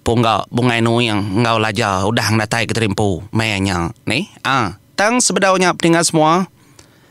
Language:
Iban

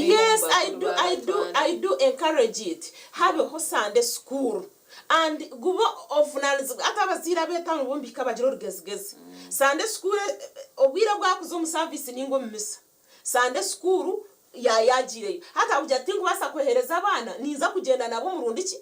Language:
Nyankole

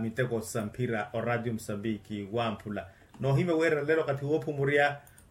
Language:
Makhuwa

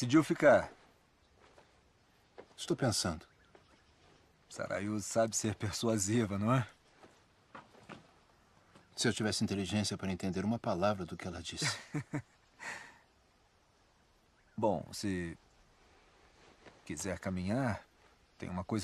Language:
Portuguese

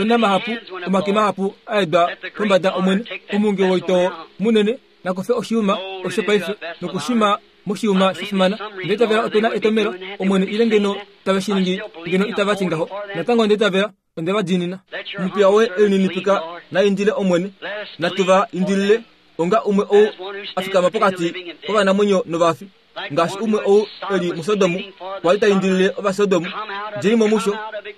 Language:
Kuanyama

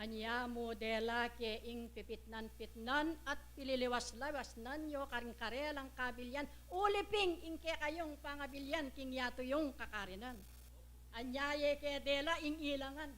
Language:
Pampanga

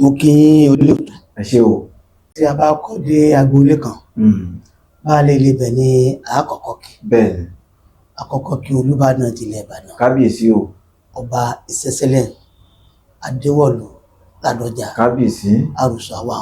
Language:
Yoruba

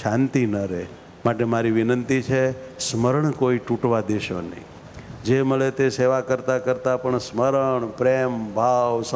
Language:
Gujarati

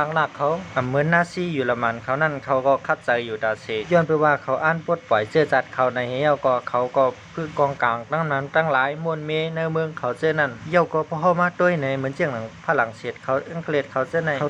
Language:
Shan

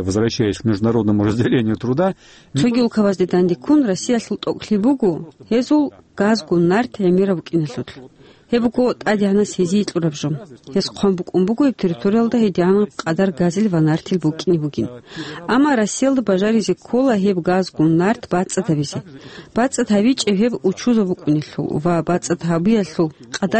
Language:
Avaric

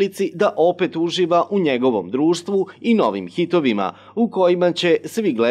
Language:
Serbian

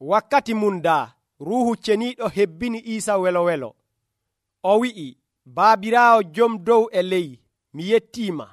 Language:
Nigerian Fulfulde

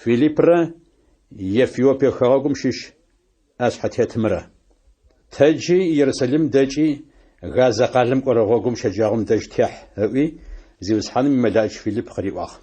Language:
Adyghe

